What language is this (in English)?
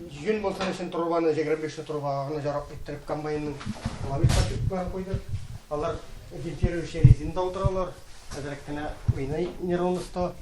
Tatar